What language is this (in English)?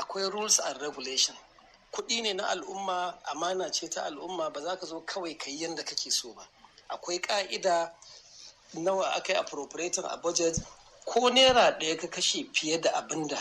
Hausa